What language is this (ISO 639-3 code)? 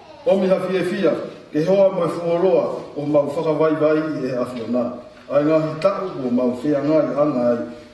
ton